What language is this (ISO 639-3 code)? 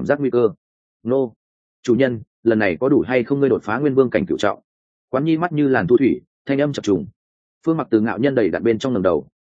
vie